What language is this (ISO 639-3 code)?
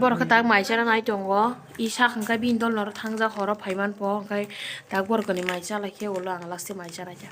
trp